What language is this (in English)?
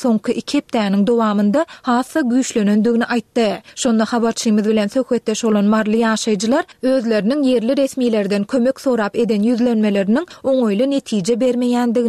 Turkmen